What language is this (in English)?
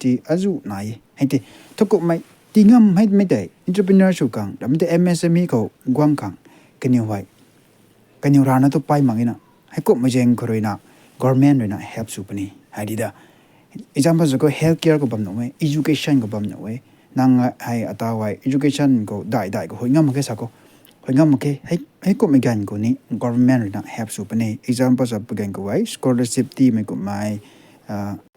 Rongmei Naga